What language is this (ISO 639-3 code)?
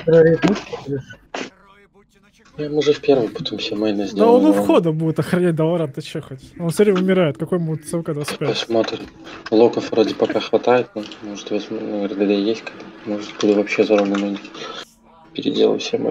rus